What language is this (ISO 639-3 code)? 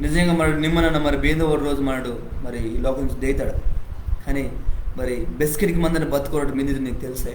kff